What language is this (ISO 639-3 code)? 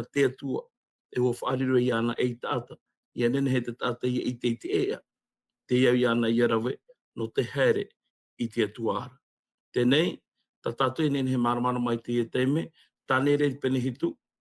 tah